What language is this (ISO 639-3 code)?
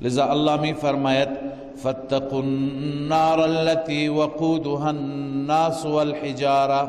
fas